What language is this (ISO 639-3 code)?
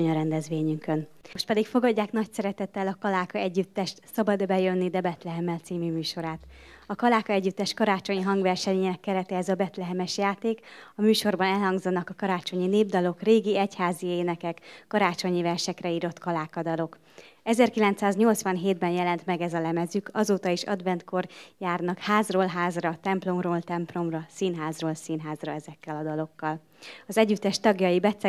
hun